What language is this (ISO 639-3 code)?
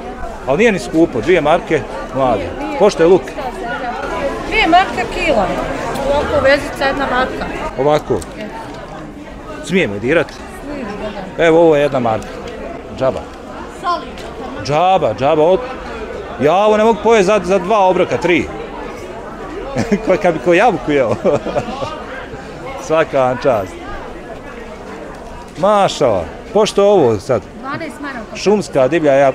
bos